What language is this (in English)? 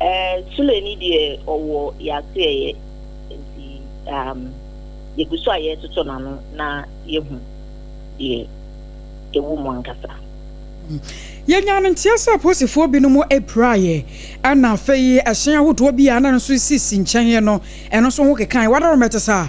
Akan